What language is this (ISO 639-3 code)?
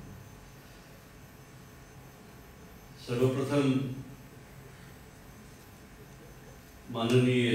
mar